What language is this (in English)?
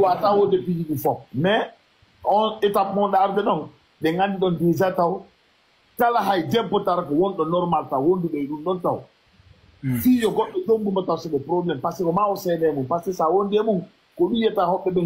Fula